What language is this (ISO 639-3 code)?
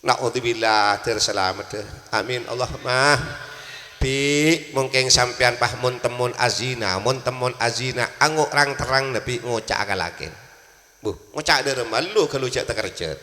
mad